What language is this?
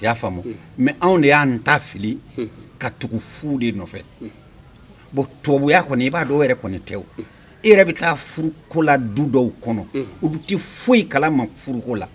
Bambara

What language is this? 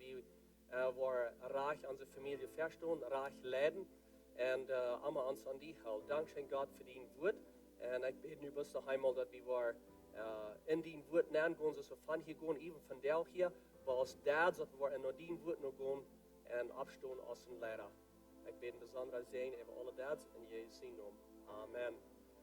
Plautdietsch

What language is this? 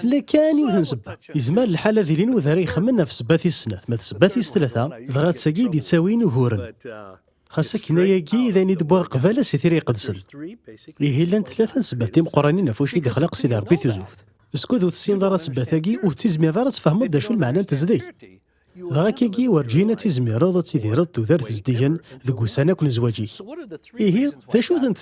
Kabyle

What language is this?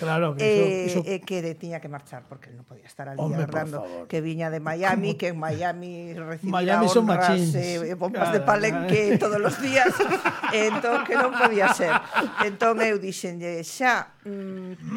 Galician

